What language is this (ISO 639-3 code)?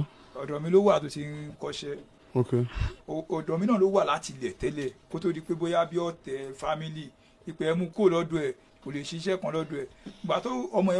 yor